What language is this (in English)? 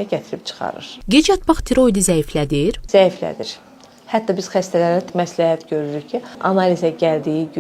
Azerbaijani